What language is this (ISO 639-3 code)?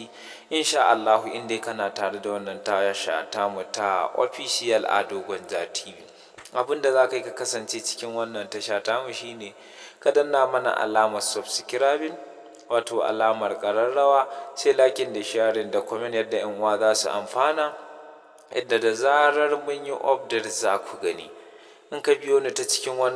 hau